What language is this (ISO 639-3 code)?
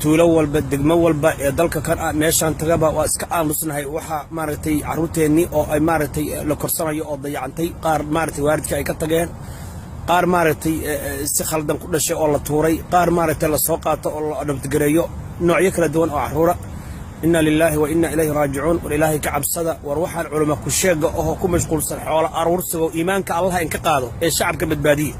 som